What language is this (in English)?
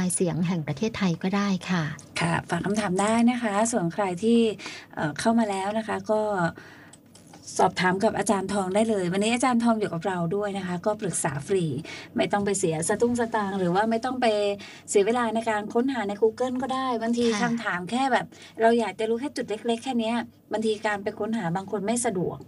Thai